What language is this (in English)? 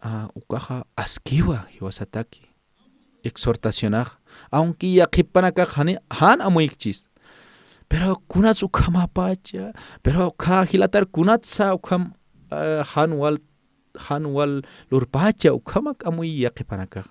Aymara